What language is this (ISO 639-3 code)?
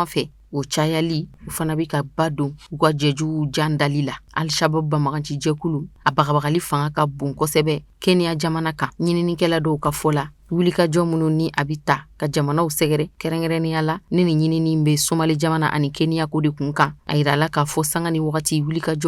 bam